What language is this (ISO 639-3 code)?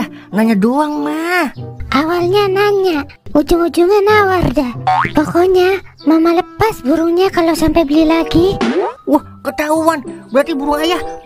bew